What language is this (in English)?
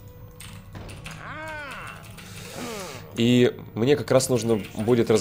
Russian